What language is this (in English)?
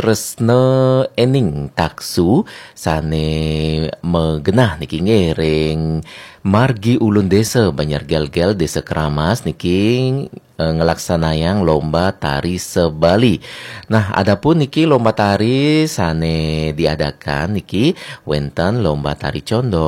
Balinese